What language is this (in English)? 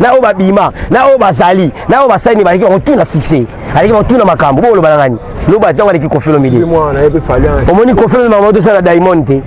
Lingala